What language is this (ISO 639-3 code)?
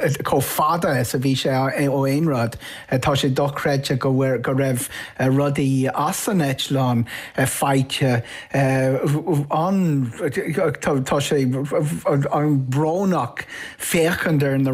gle